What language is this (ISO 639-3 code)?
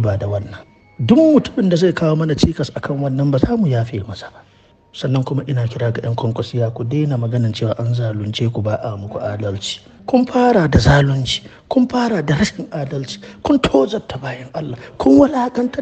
hau